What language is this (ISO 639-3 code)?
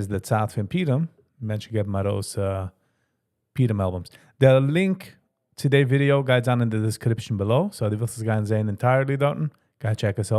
yid